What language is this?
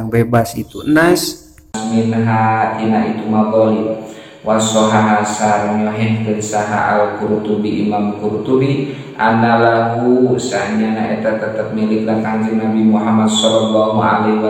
Sundanese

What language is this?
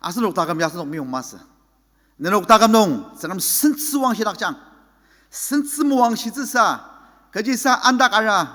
Ao Naga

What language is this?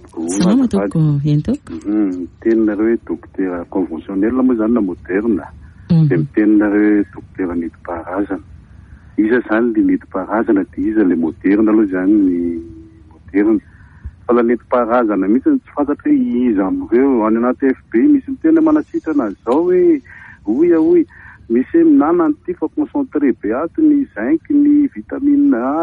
Malagasy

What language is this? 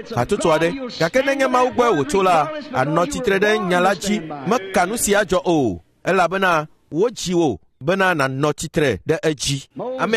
Ewe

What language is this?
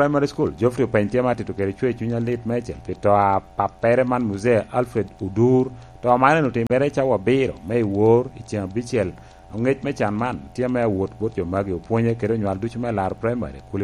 Lango (Uganda)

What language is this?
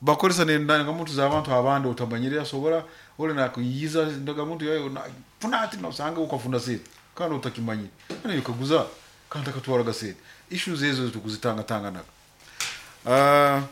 Nyoro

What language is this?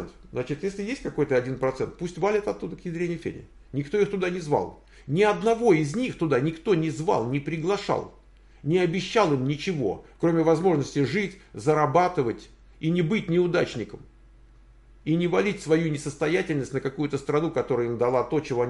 Russian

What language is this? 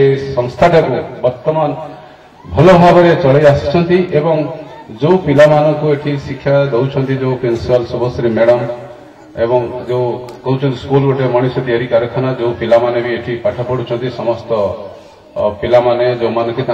Odia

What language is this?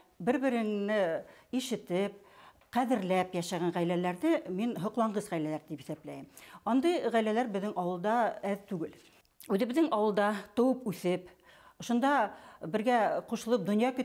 Bashkir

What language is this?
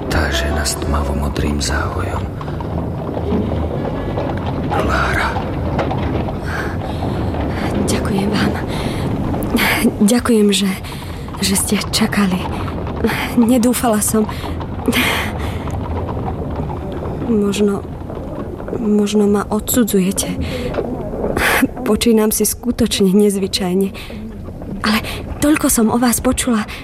Slovak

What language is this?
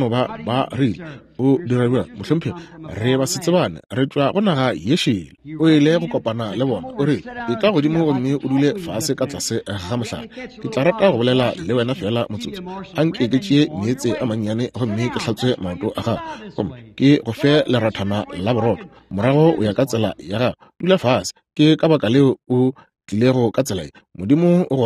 Northern Sotho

